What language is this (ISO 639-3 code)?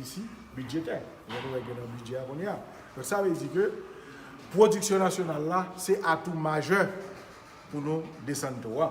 hat